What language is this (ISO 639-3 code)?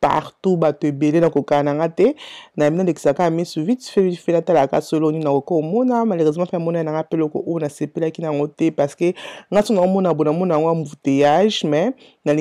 lin